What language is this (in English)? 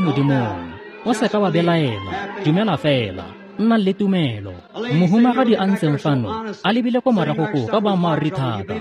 Tswana